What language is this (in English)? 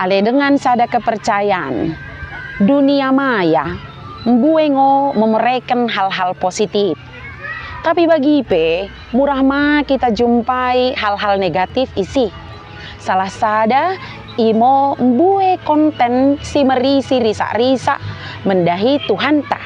Batak Dairi